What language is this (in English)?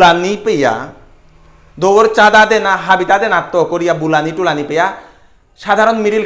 Bishnupriya